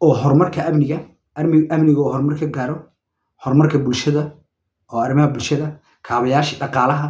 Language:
Somali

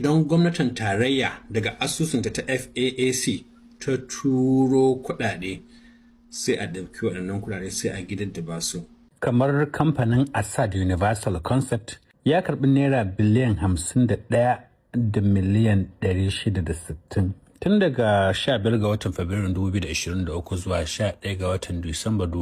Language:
Hausa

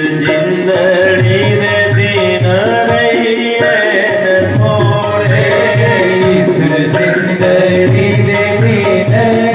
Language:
Dogri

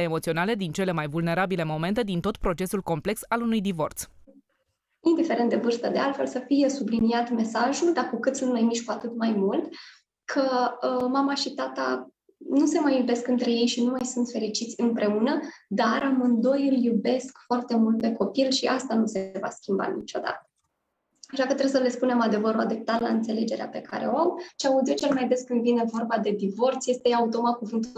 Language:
Romanian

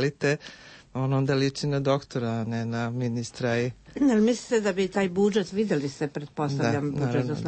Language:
Serbian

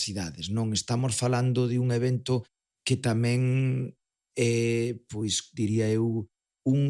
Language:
Galician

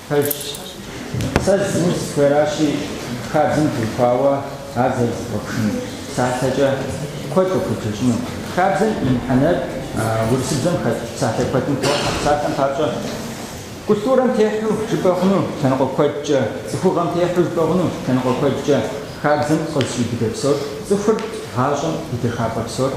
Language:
Kabardian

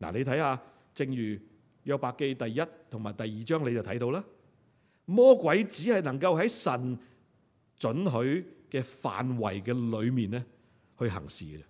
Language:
Cantonese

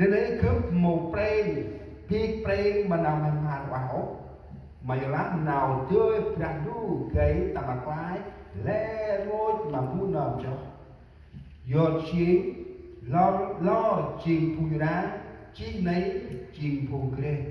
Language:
Central Mnong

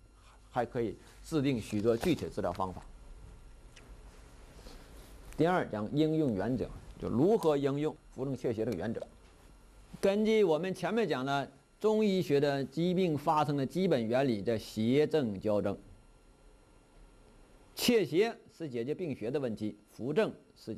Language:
Chinese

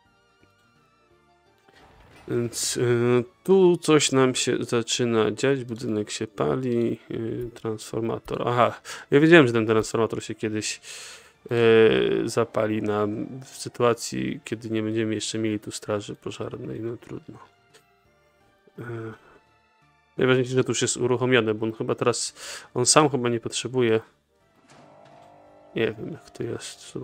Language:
Polish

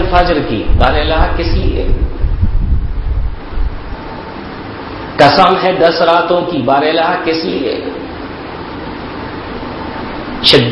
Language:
Urdu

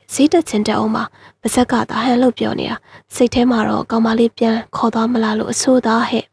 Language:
Burmese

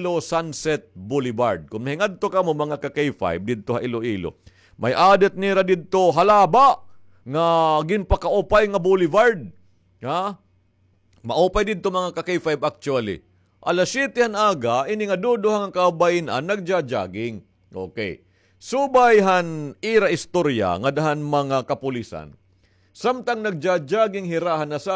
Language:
Waray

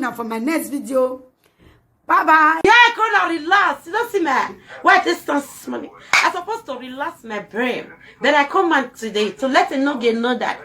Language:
Nigerian Pidgin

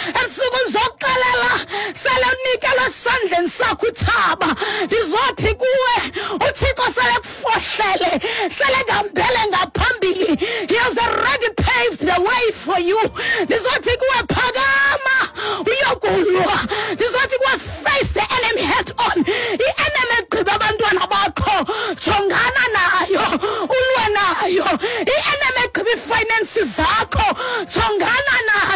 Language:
Xhosa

